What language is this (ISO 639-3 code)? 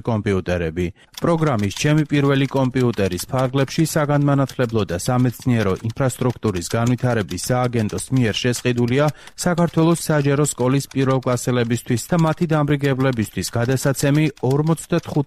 kat